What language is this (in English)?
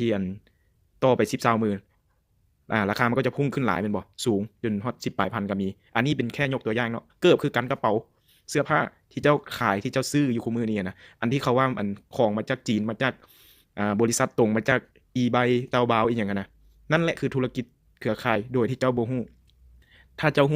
Lao